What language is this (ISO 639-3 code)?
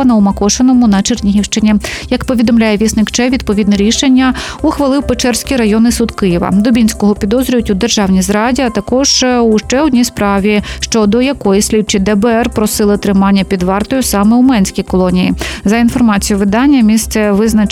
ukr